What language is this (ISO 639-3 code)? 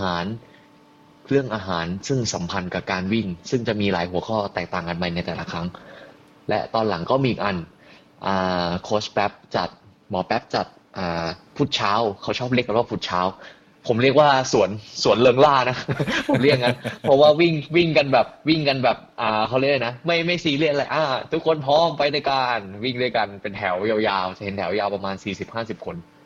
tha